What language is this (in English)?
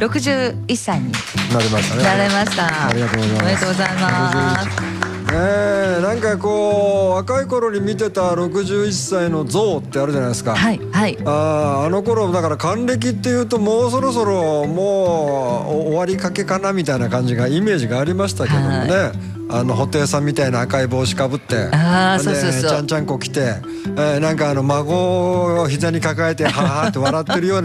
Japanese